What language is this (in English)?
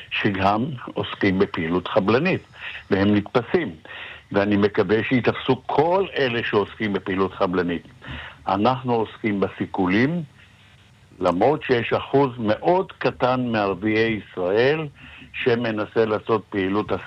Hebrew